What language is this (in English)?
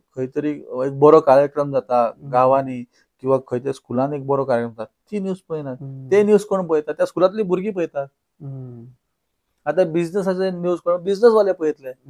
Konkani